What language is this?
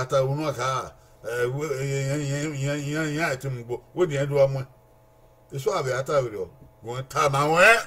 Bini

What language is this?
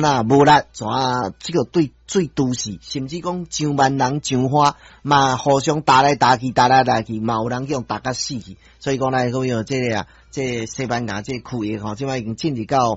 Min Nan Chinese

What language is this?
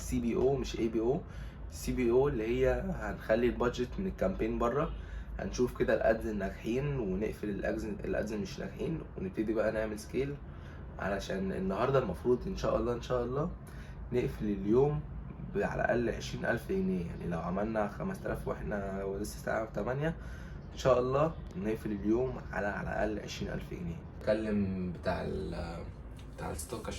Egyptian Arabic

